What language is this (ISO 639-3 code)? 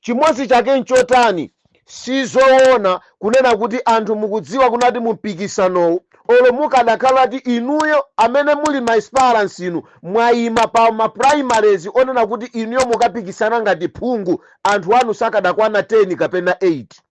nya